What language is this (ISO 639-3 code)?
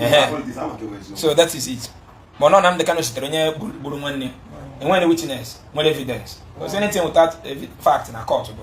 ibo